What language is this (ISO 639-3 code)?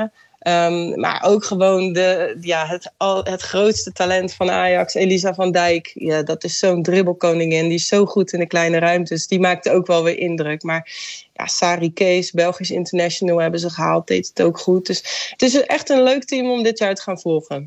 nld